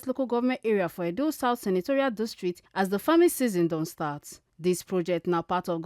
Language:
Nigerian Pidgin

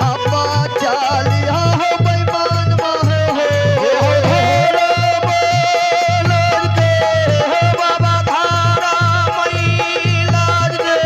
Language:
Maithili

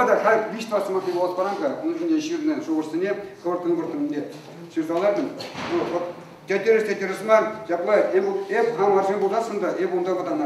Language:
Chuvash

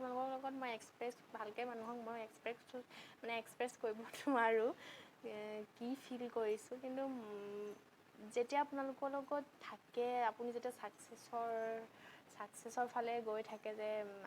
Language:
Assamese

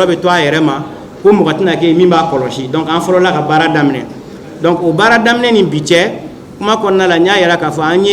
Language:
Bambara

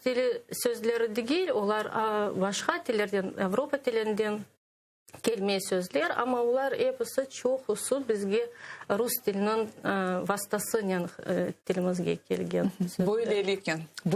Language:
Crimean Tatar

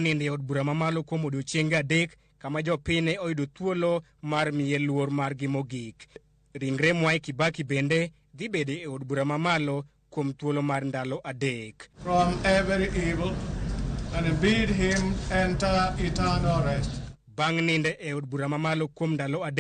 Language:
Luo (Kenya and Tanzania)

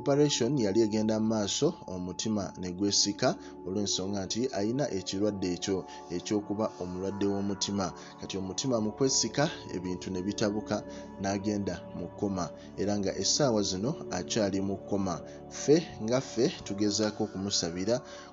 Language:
Ganda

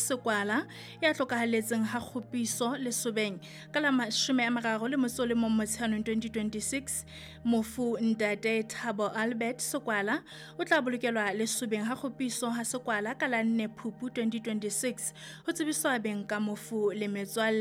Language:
Southern Sotho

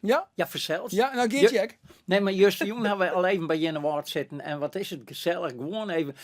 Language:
Western Frisian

